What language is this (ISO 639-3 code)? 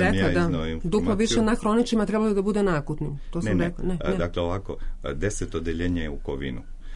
srp